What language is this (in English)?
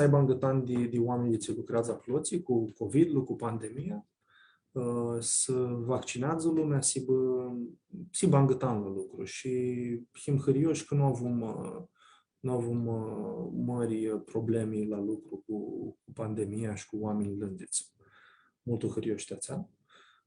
Aromanian